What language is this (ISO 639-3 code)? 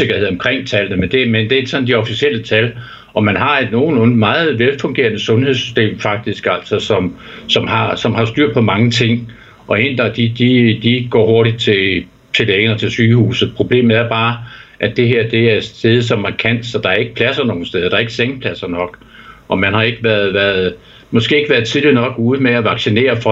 dan